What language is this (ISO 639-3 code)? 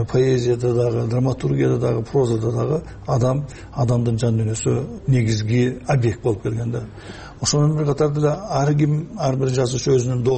kir